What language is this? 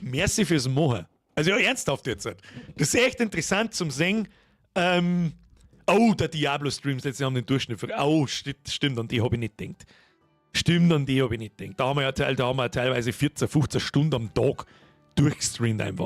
Bavarian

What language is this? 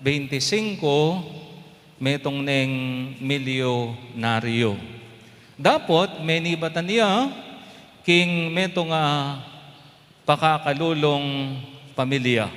Pampanga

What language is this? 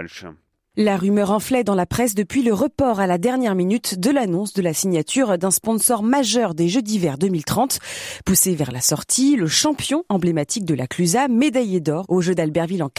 French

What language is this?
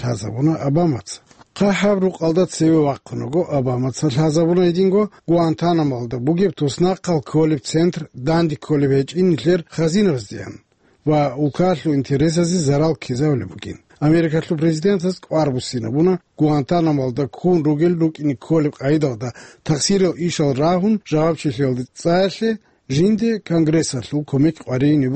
Avaric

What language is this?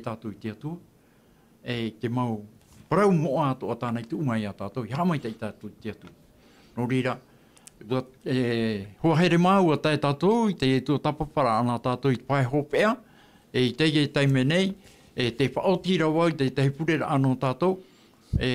Tahitian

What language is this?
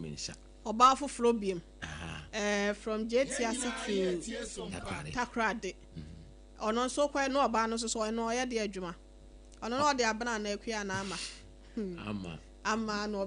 Akan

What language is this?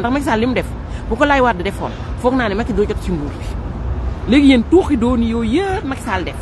Wolof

